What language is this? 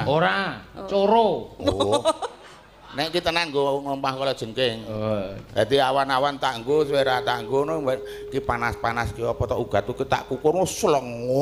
Javanese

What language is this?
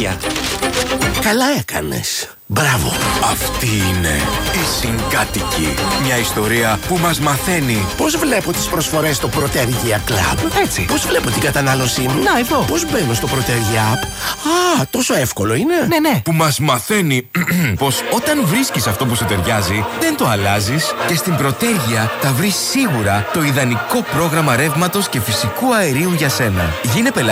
Greek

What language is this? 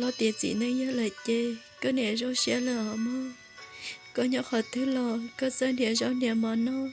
Hmong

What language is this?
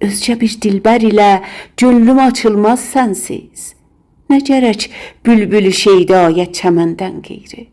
South Azerbaijani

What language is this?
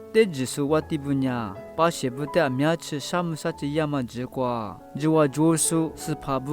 Lisu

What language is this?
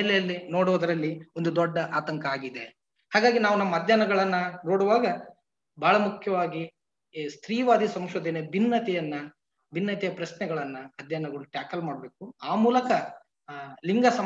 Kannada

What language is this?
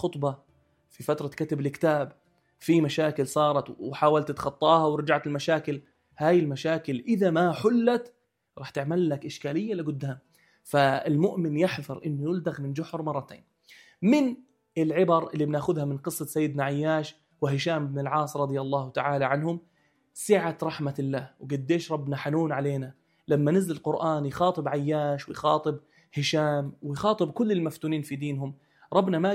North Levantine Arabic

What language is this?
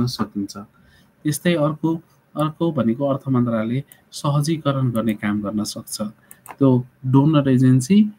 Nepali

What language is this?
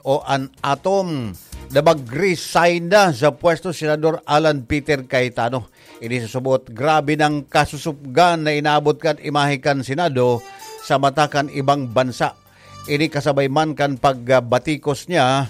Bikol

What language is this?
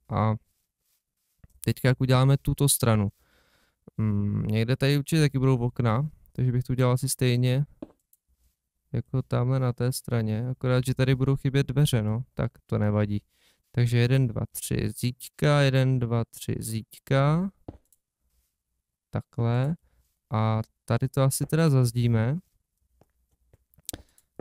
Czech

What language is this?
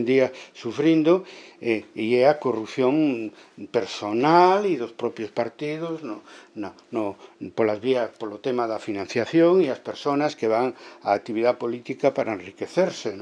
Galician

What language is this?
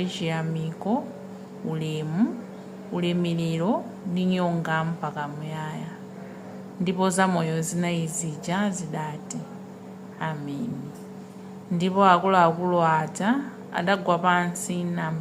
Nyanja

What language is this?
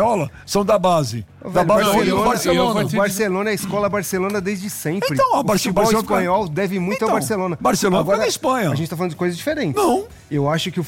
Portuguese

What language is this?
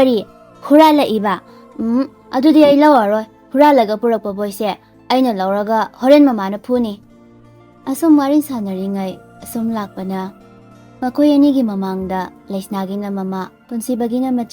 Manipuri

